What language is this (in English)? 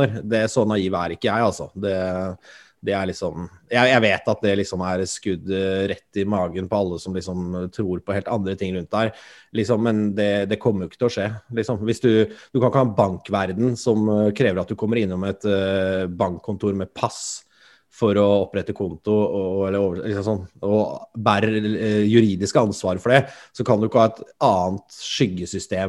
Norwegian